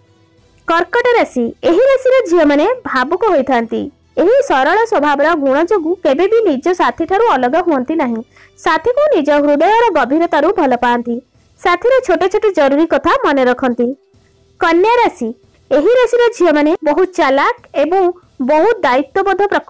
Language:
Odia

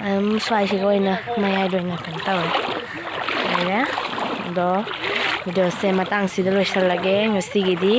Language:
Manipuri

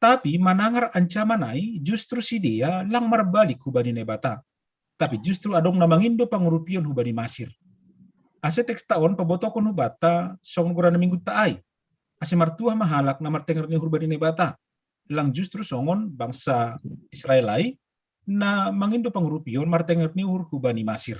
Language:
Batak Simalungun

